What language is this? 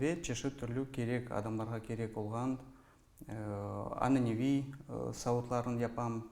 Crimean Tatar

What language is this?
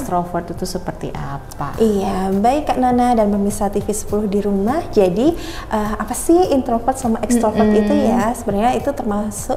Indonesian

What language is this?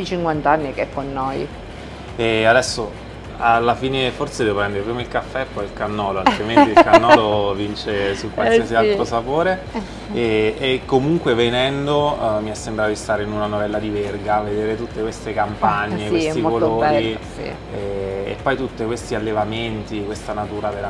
Italian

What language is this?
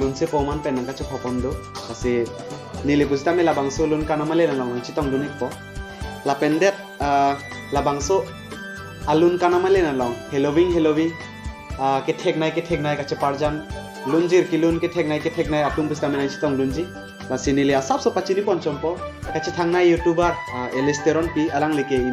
Karbi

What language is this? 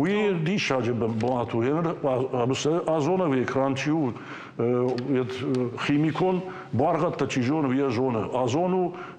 Ossetic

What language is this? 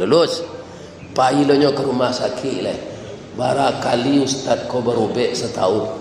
Minangkabau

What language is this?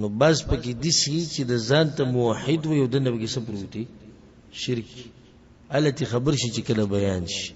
Pashto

